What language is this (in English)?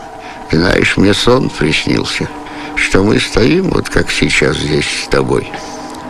Russian